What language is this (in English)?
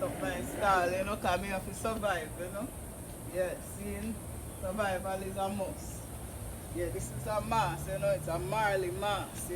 Jamaican Creole English